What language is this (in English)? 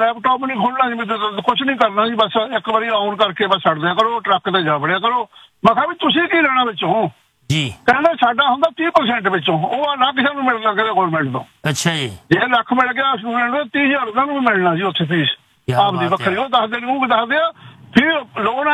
Punjabi